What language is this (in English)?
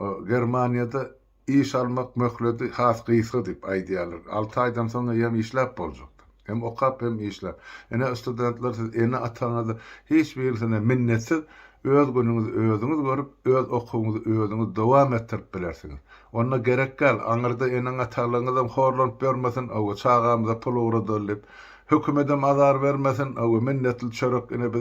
Turkmen